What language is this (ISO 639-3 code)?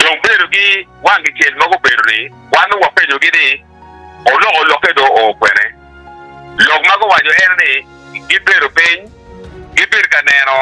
ach